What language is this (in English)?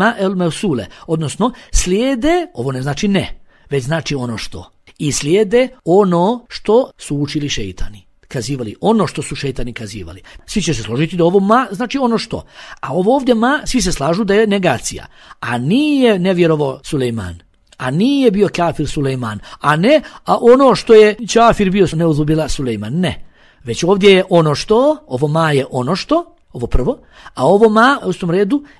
Bosnian